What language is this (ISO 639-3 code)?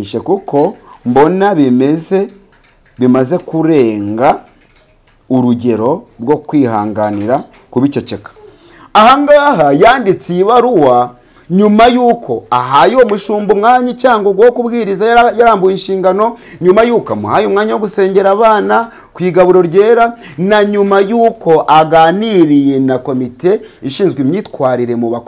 kin